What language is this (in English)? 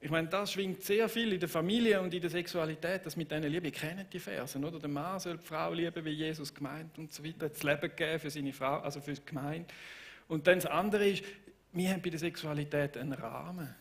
Swiss German